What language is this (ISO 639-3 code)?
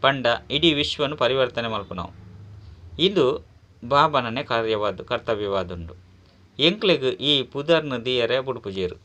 tcy